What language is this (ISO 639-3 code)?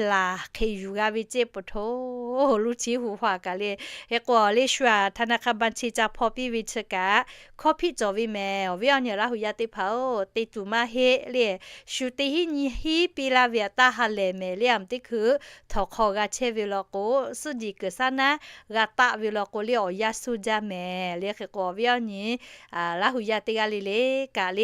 lhu